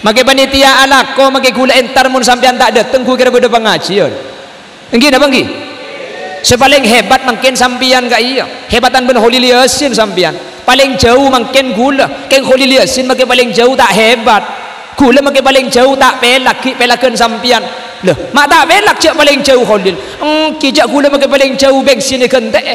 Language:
Madurese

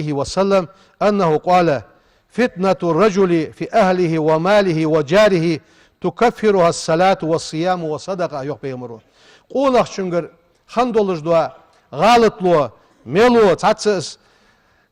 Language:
Ingush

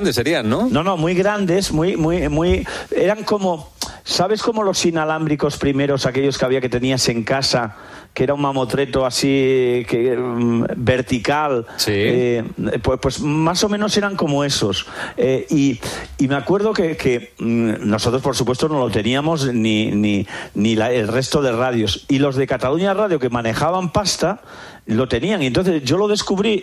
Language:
Spanish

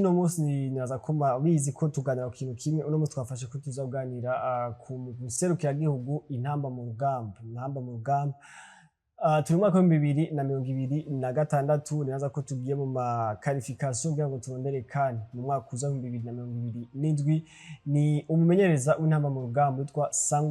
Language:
Rundi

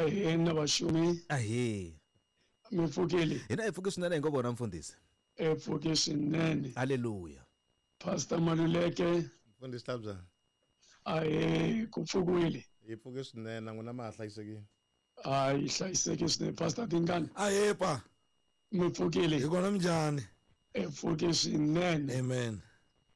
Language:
Tsonga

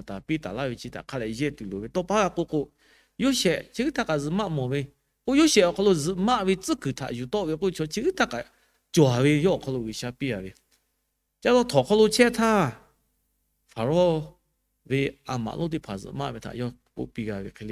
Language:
Lahu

